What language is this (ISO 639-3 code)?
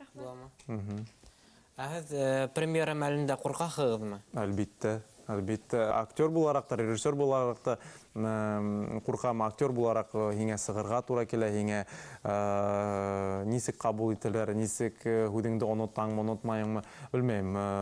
bak